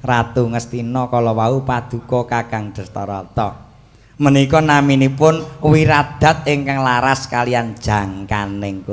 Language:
Javanese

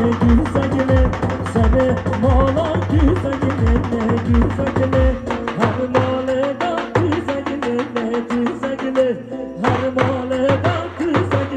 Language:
Kurdish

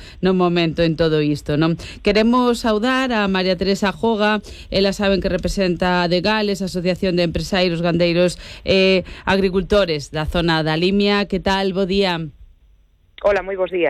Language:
Galician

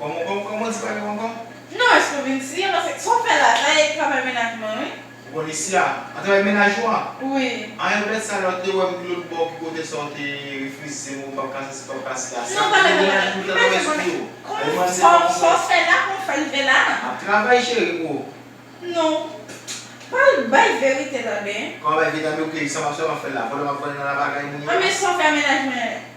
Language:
Haitian Creole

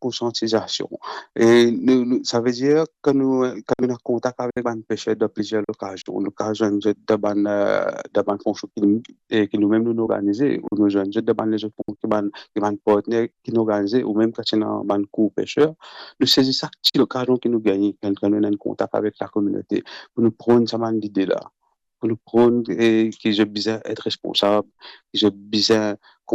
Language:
Morisyen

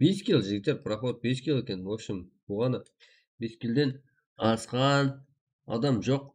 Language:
Kara-Kalpak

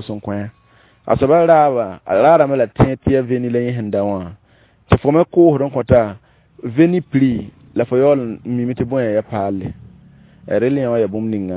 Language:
Mossi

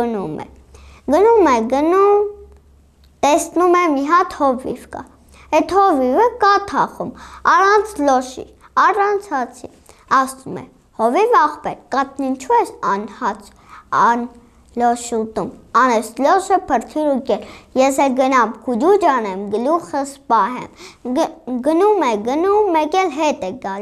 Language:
Armenian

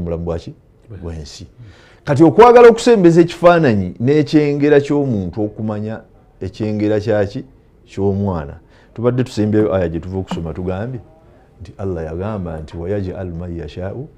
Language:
Ganda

